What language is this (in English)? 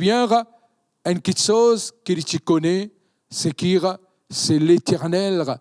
Morisyen